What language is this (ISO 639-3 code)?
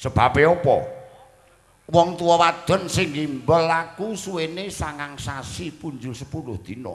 jav